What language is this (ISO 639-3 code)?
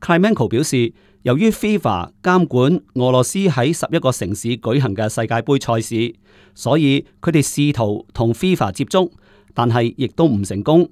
yue